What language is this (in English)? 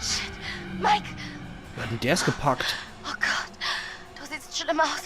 Palatine German